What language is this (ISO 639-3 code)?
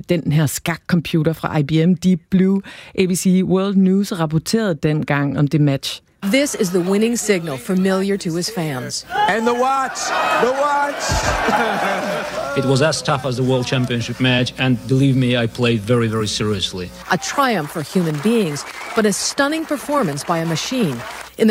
dan